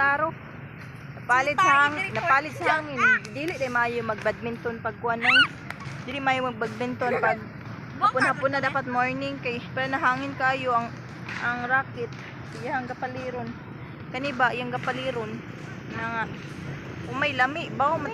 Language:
Cebuano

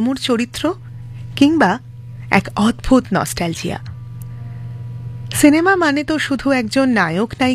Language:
Bangla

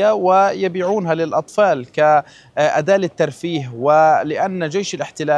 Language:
Arabic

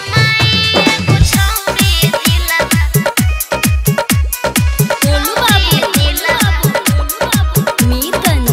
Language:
Bhojpuri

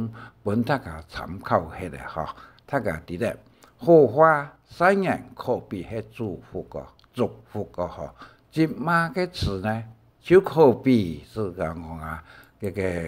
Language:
Hakka Chinese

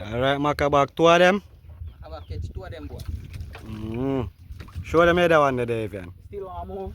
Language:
Jamaican Creole English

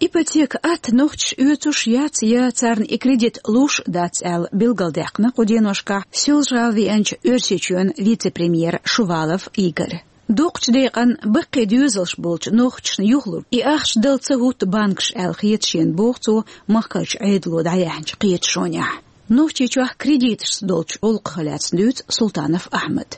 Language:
Chechen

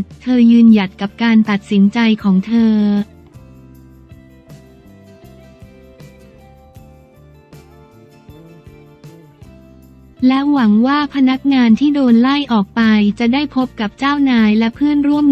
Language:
Thai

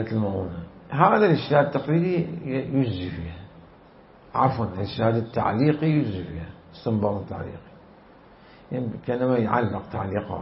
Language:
Mesopotamian Arabic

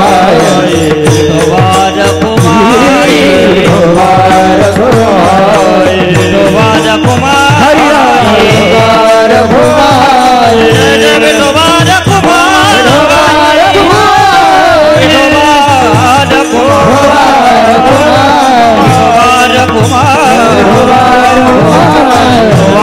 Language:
Marathi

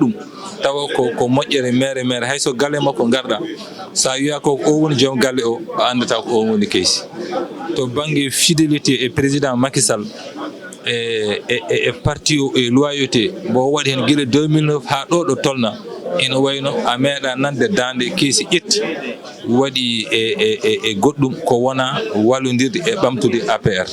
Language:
Fula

